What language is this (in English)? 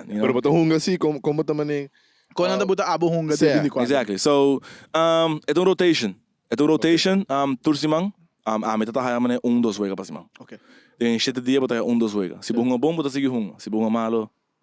Papiamento